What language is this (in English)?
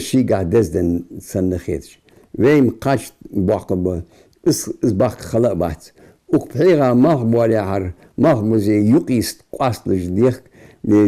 Ingush